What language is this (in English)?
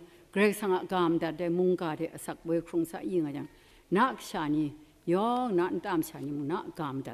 Kachin